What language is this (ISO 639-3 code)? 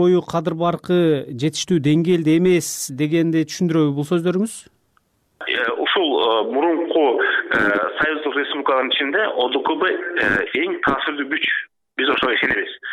kir